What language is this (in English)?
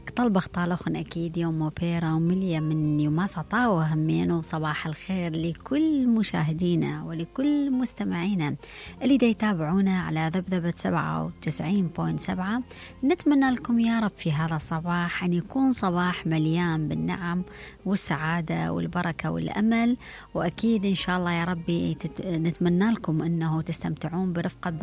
Mesopotamian Arabic